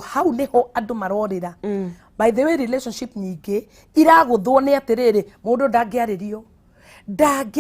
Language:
Kikuyu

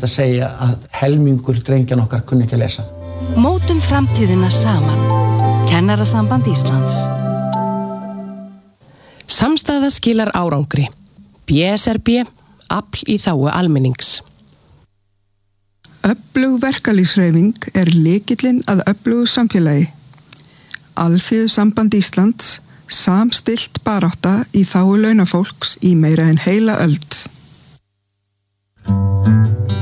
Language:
Icelandic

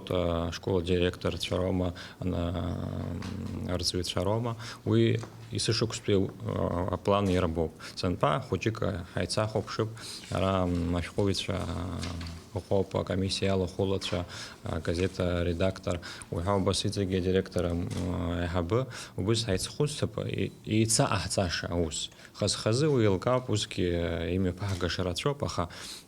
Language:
Abkhazian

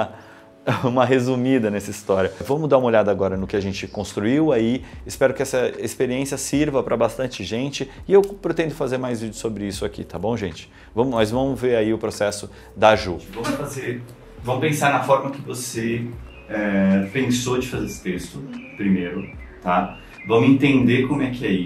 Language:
Portuguese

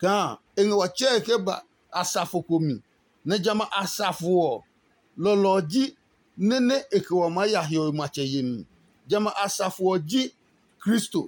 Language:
Adangme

